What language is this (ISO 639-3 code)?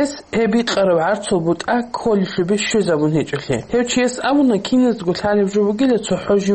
ava